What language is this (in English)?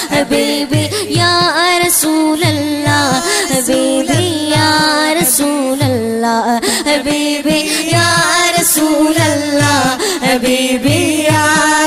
Malayalam